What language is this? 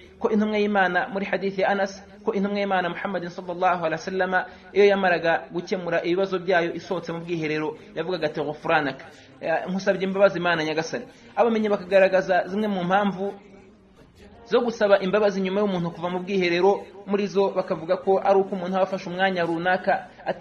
Kinyarwanda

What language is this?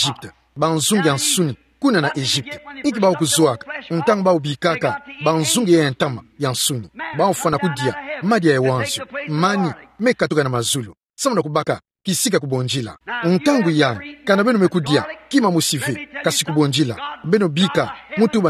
Kituba (Democratic Republic of Congo)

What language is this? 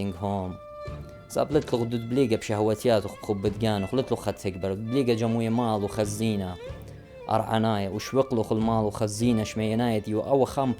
Assyrian Neo-Aramaic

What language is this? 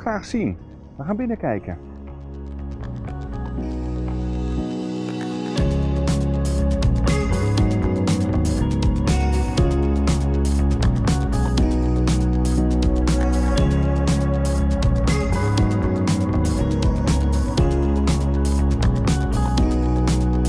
Dutch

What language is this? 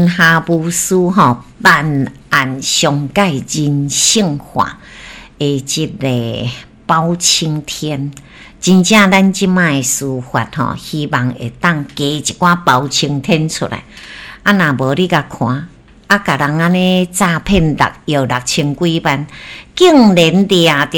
Min Nan Chinese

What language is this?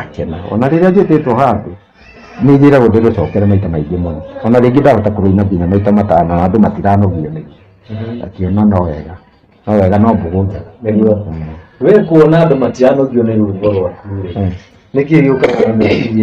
Kikuyu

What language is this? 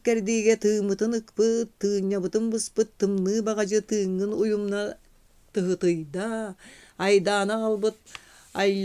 Yakut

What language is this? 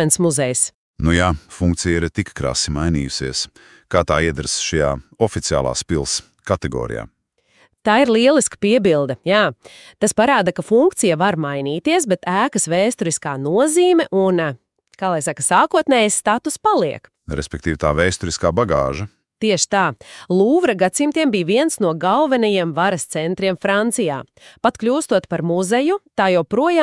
Latvian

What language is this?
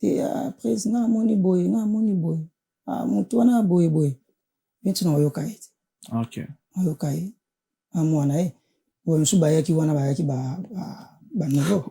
Lingala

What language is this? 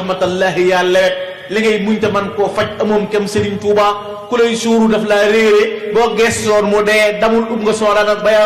Wolof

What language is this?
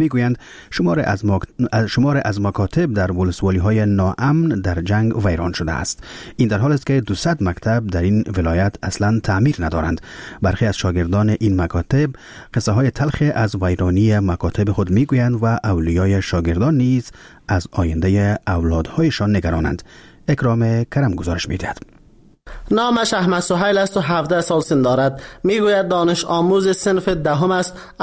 Persian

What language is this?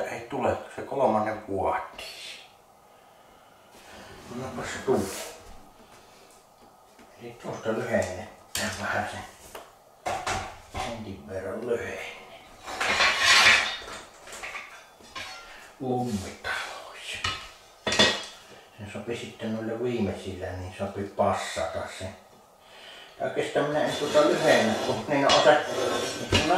Finnish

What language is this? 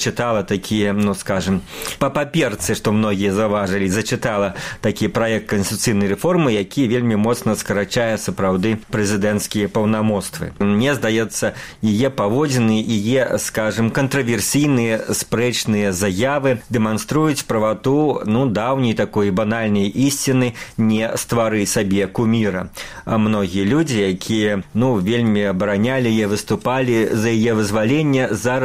Belarusian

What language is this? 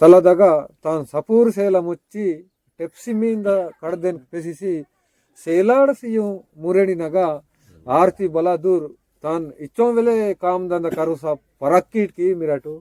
Aheri Gondi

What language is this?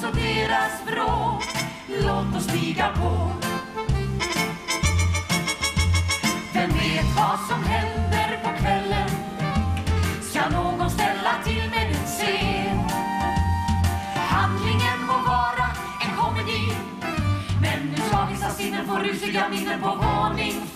Swedish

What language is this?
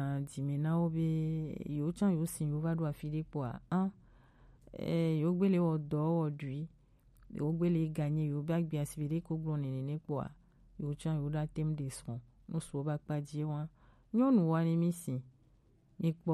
Gen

